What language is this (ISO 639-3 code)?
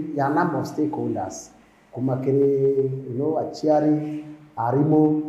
mer